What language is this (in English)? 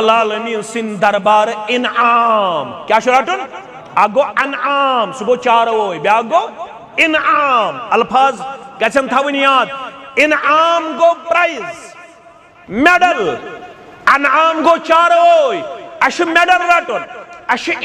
Kashmiri